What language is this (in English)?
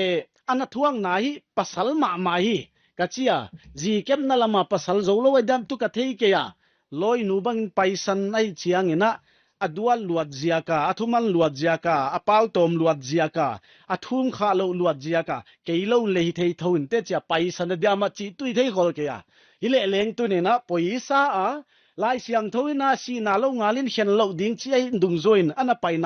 Paite Chin